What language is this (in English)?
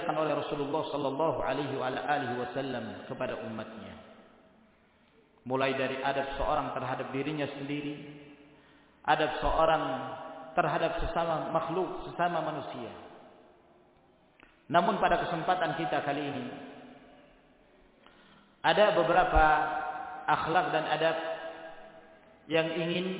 Indonesian